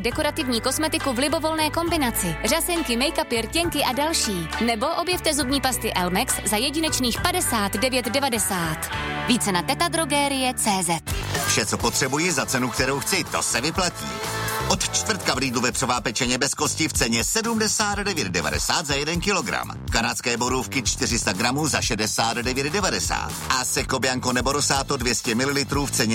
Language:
Czech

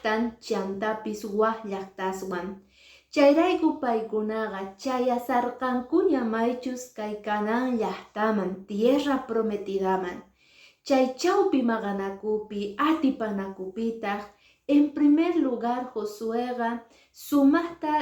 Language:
Quechua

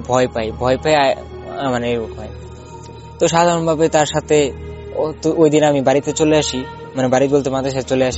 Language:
Bangla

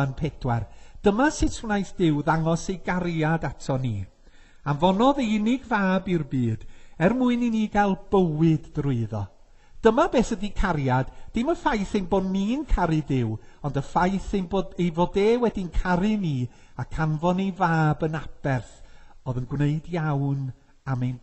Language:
Welsh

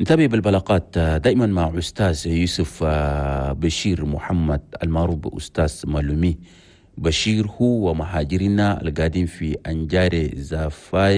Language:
Chadian Arabic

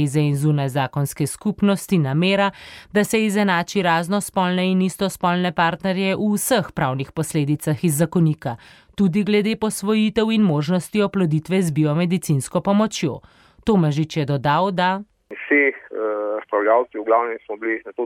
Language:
Slovenian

